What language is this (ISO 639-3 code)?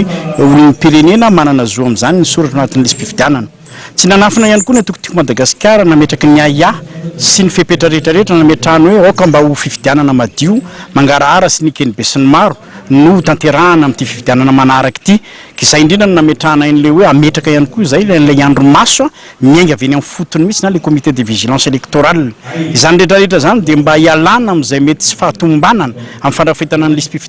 mlg